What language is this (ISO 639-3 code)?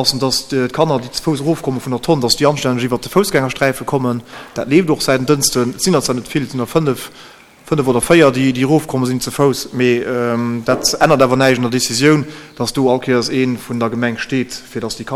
ltz